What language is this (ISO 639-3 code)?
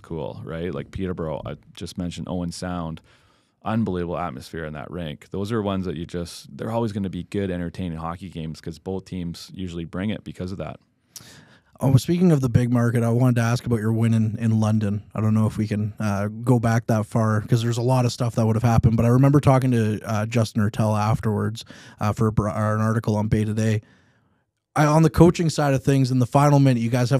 eng